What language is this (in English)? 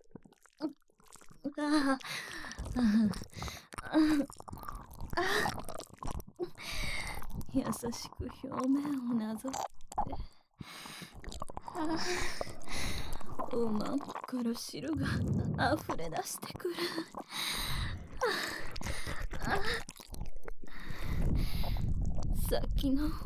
Japanese